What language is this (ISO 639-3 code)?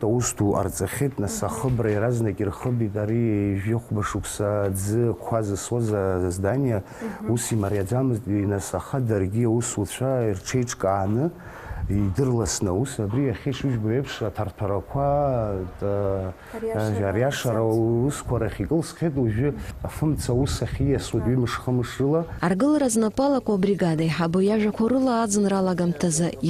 abk